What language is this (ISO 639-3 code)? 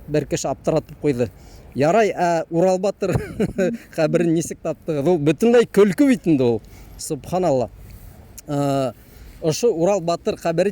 bak